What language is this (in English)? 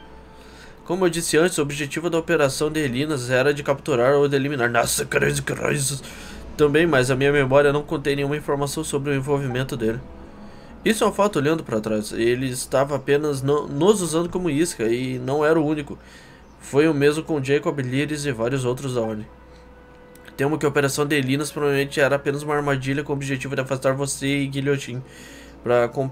Portuguese